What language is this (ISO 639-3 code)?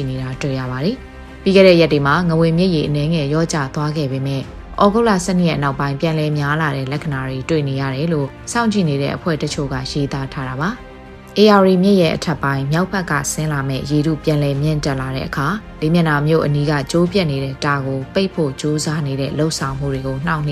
mya